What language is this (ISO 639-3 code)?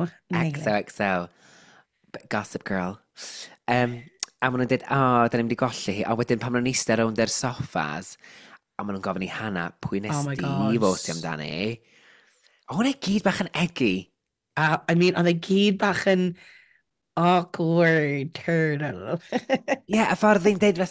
cym